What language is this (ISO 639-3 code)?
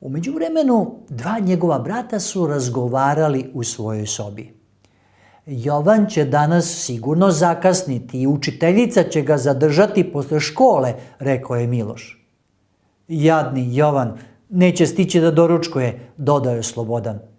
mkd